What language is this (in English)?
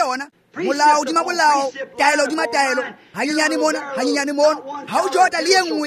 Tswana